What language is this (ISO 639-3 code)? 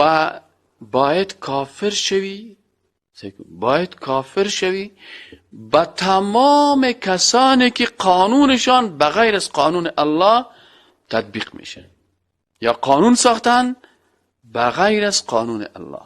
fas